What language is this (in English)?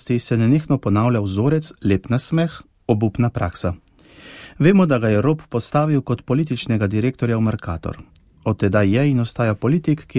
Slovenian